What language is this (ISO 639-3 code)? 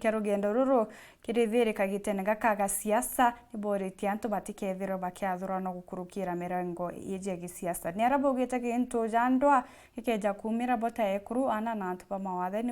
mer